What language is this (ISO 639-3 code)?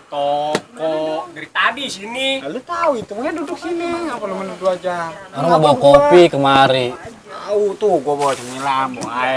bew